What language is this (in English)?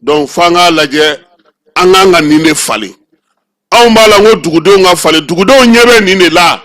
Bambara